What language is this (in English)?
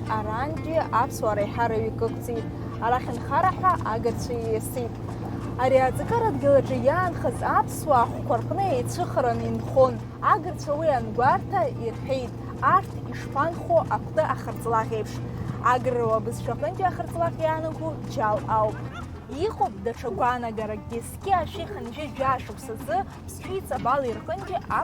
Abkhazian